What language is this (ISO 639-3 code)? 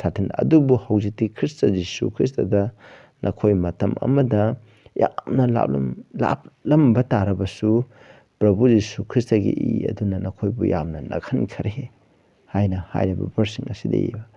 mni